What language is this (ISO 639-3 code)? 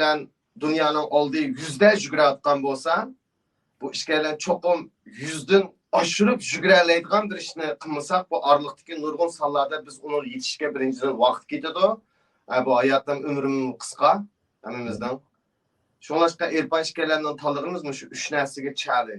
uig